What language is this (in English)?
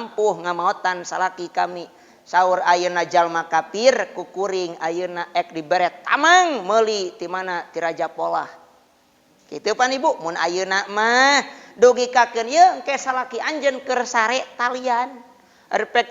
Sundanese